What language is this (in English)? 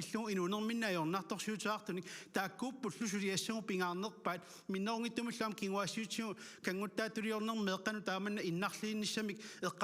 Kalaallisut